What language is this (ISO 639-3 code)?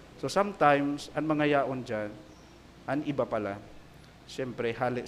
bik